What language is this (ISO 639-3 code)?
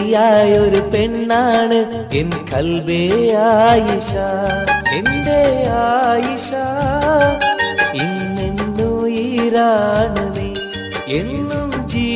mal